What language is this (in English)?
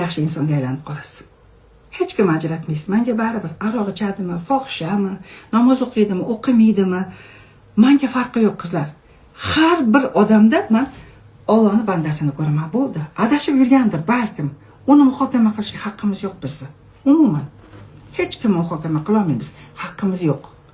Uzbek